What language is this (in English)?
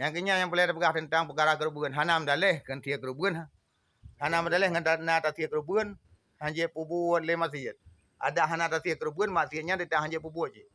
Achinese